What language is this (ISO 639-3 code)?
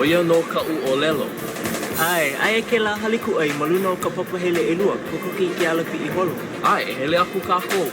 haw